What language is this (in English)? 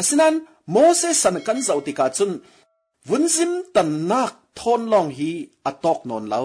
Falam Chin